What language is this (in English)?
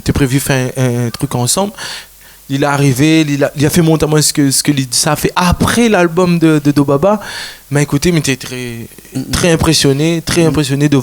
Réunion Creole French